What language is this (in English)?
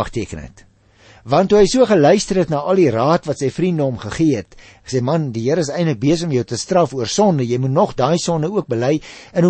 Afrikaans